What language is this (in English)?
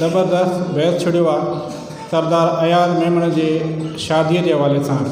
Sindhi